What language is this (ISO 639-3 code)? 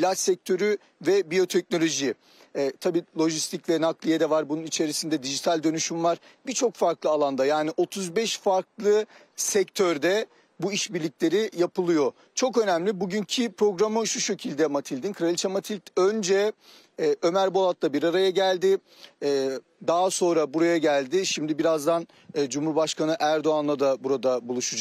tur